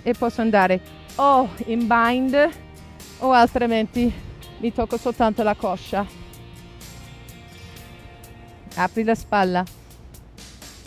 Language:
Italian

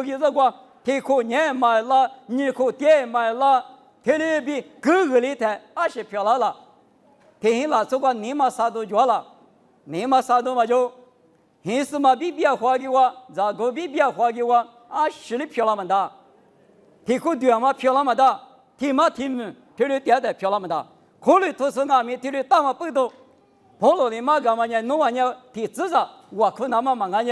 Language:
Lisu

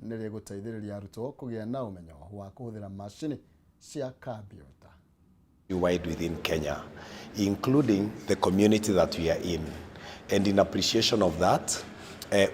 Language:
Kikuyu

